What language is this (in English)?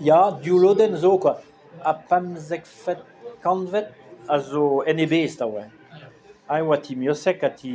Breton